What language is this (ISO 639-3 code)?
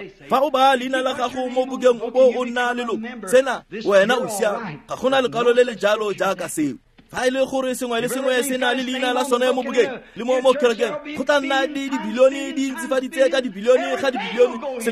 tsn